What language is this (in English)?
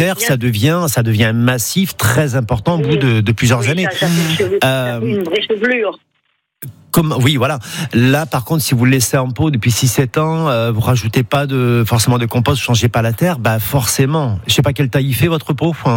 French